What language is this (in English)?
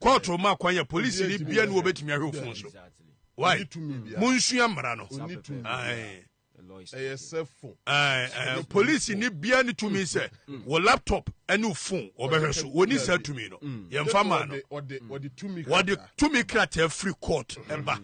Akan